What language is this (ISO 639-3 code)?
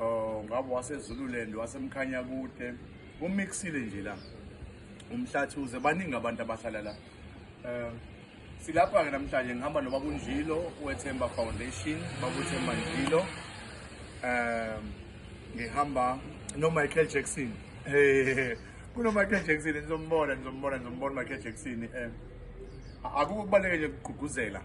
zul